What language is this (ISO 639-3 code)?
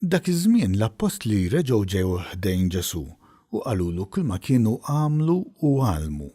mlt